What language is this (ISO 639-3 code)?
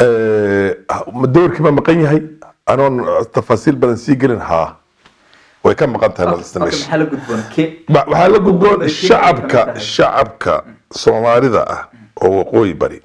som